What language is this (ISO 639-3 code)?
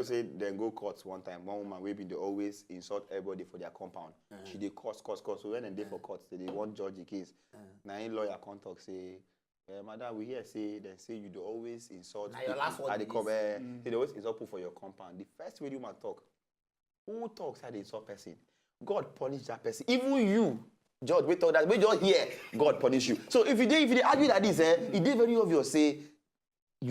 pcm